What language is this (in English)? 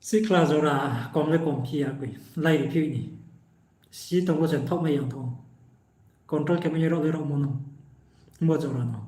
Riang (India)